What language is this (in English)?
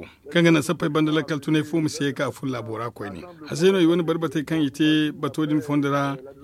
Zarma